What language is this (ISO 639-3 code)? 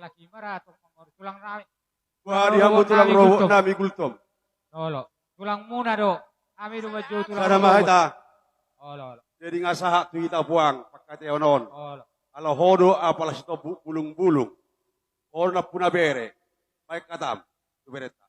bbc